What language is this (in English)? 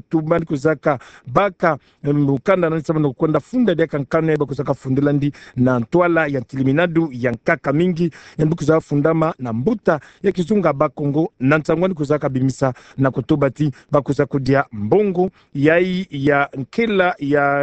Kituba (Democratic Republic of Congo)